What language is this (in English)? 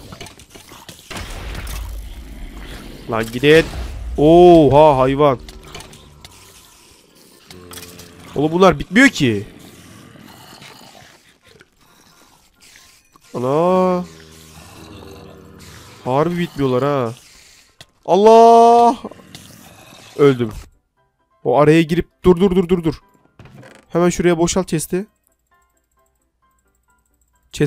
Turkish